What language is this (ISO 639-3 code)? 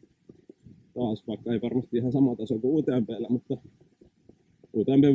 fin